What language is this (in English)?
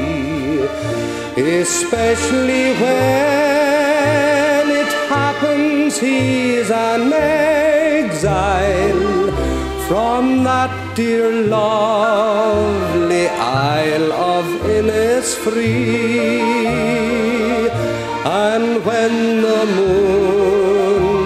English